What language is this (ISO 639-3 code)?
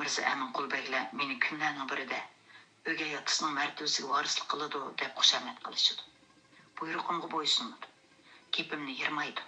uig